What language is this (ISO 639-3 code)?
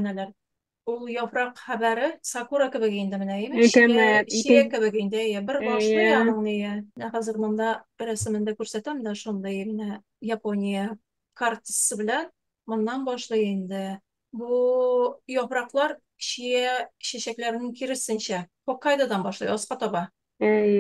tat